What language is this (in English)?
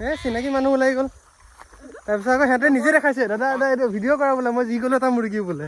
Assamese